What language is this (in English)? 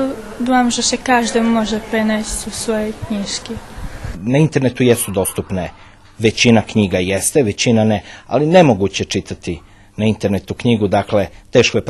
Rusyn